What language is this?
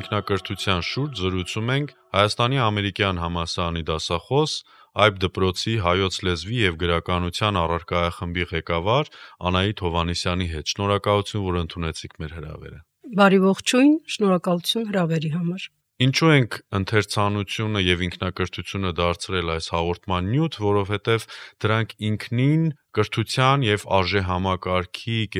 Armenian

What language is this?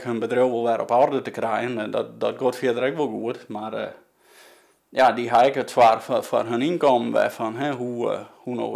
Western Frisian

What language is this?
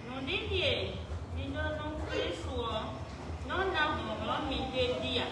Fon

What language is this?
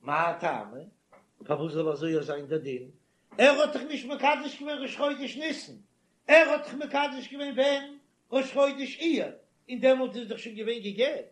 Yiddish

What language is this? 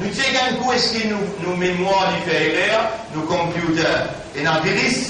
Morisyen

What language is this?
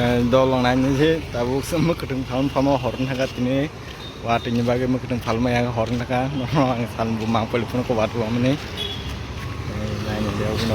Kok Borok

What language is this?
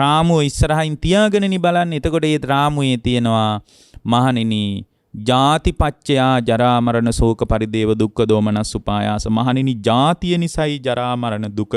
Sinhala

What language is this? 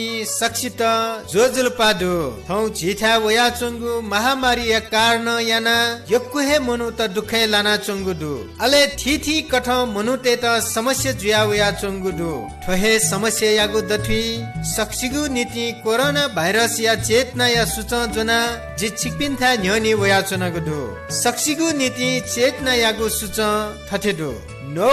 Newari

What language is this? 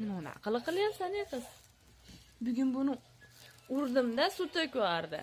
Uzbek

